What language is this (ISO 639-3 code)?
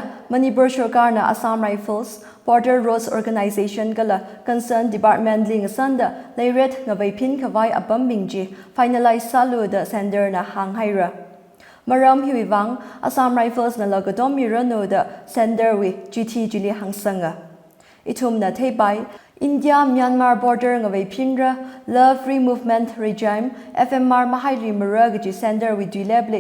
nmf